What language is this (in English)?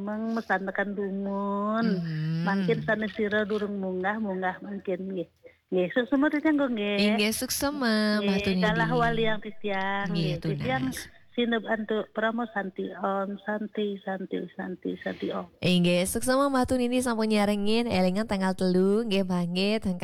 Balinese